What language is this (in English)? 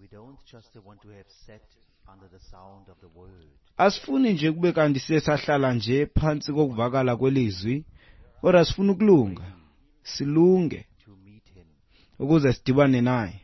Xhosa